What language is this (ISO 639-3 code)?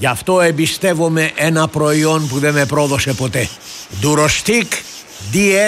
ell